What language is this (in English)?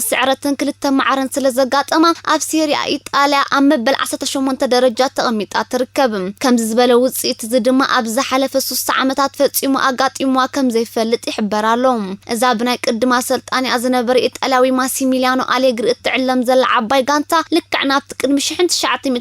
Tigrinya